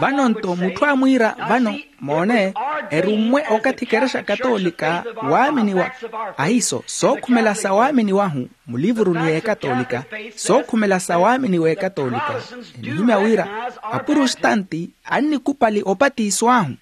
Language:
Makhuwa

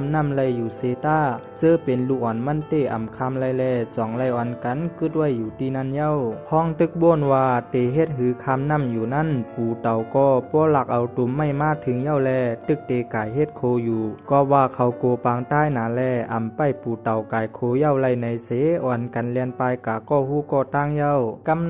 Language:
Shan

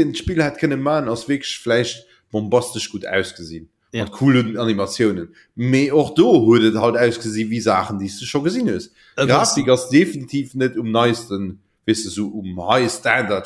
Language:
Luxembourgish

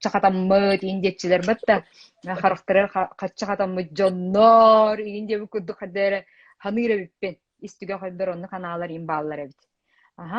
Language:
Yakut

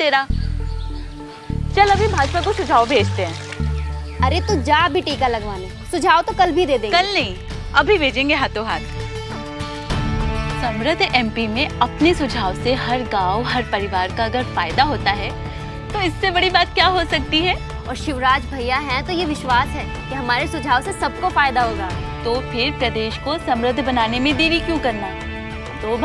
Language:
Hindi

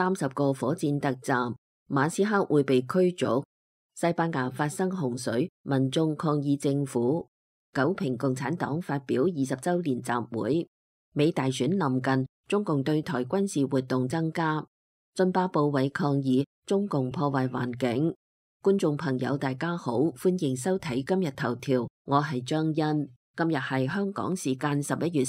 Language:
Cantonese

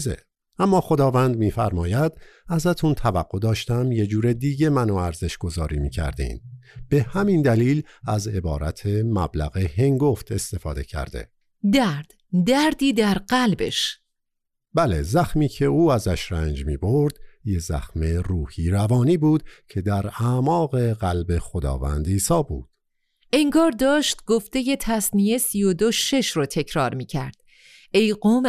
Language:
Persian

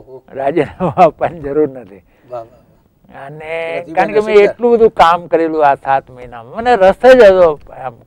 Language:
Gujarati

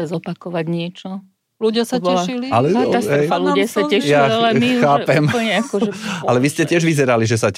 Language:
Slovak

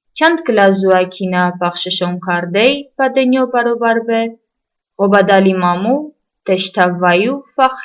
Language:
Talysh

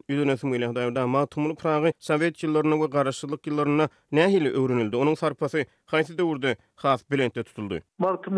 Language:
Turkmen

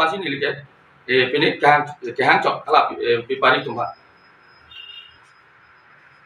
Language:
Karbi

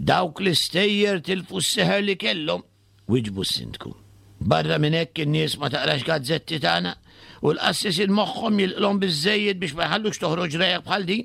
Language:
Maltese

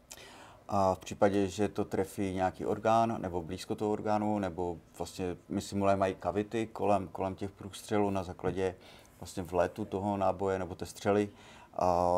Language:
Czech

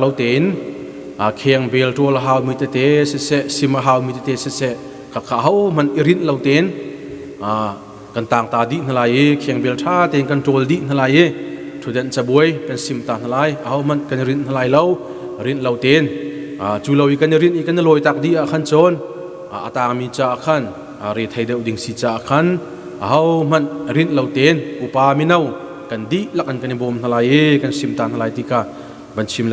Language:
Hakha Chin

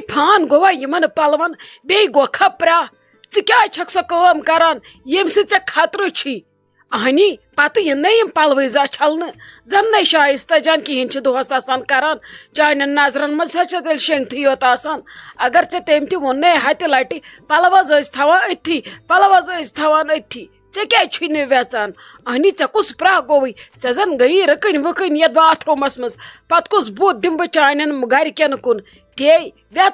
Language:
Kashmiri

